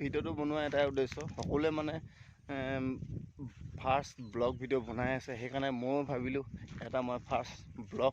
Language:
Assamese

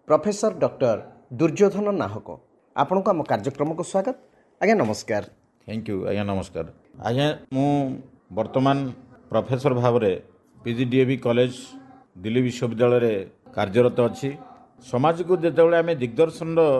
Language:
Odia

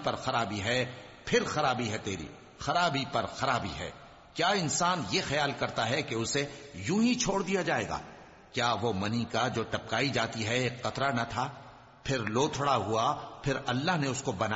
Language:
Urdu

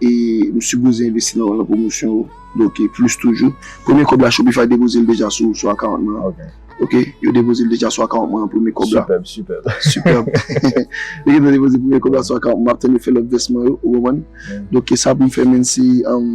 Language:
Haitian Creole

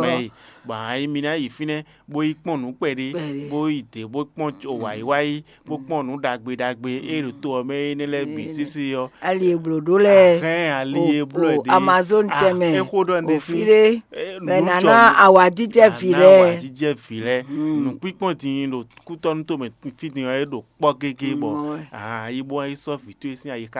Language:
Fon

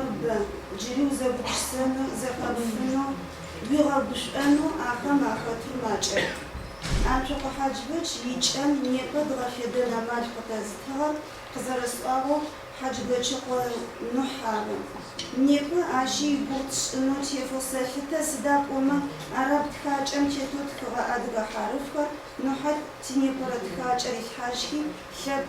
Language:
Adyghe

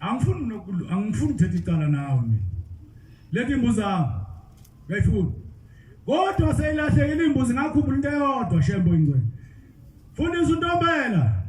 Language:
Zulu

